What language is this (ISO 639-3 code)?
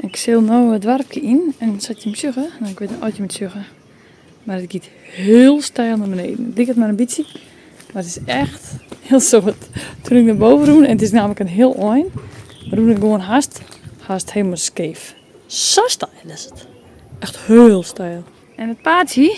fry